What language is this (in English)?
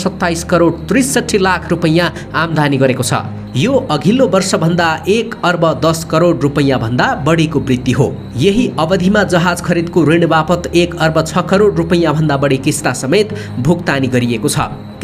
Nepali